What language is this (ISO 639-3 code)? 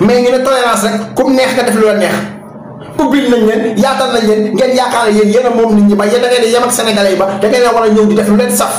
wol